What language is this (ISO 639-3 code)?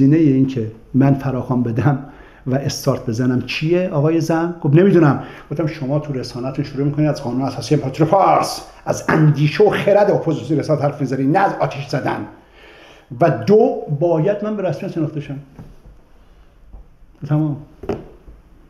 fas